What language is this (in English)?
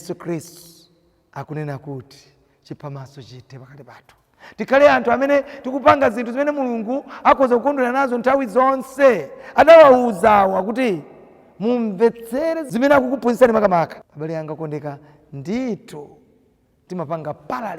Nyanja